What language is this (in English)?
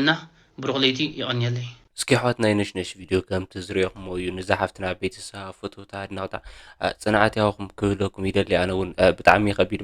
Tigrinya